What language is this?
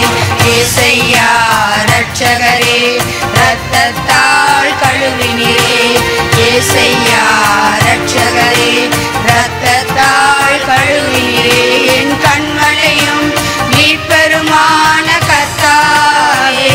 Tamil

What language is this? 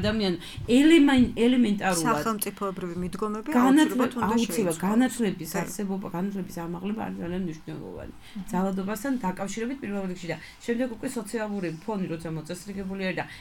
Georgian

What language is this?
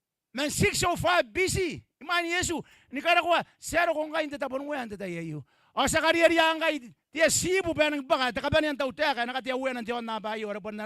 Gilbertese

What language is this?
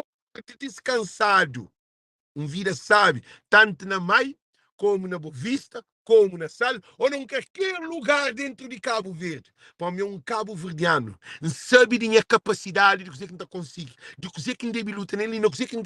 Kabuverdianu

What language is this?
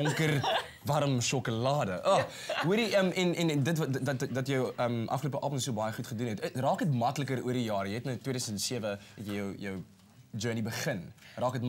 Afrikaans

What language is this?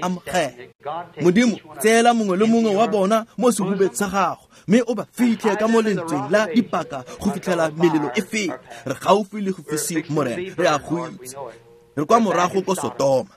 Tswana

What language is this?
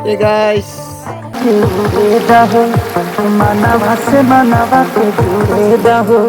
Kok Borok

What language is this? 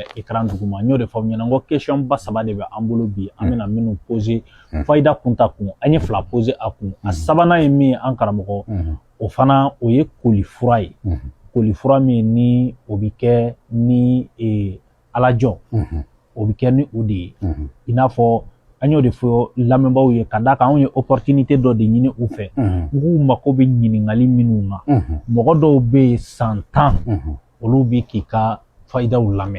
Bambara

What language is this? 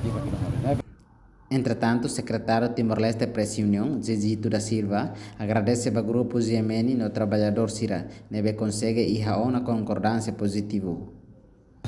Tetum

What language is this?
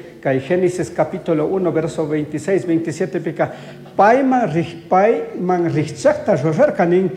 Chimborazo Highland Quichua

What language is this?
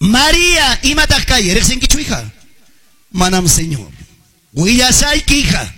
Quechua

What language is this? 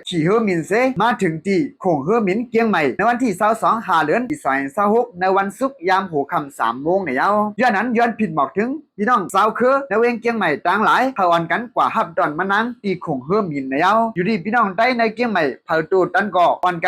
Shan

